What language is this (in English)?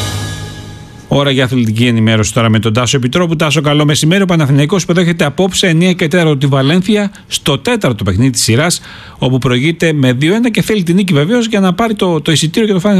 Greek